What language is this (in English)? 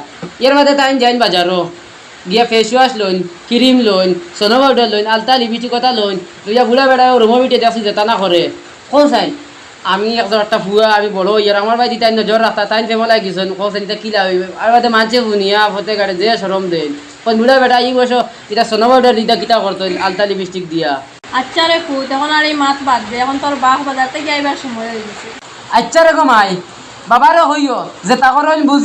Sylheti